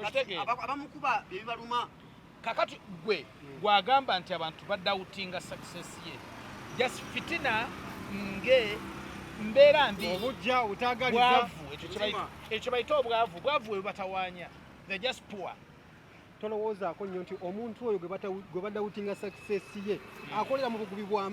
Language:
Ganda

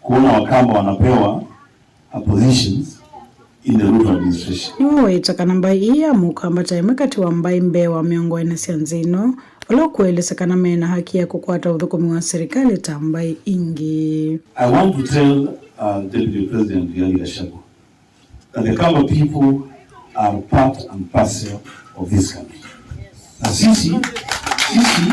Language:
Kamba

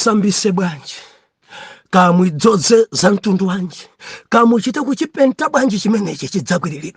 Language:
Nyanja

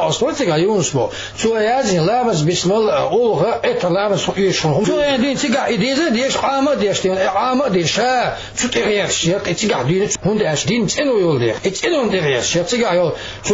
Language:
Chechen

